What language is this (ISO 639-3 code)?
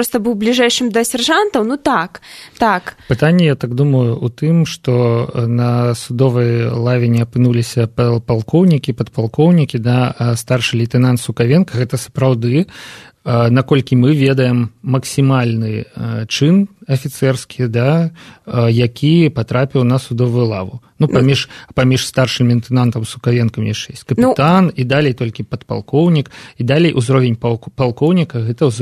bel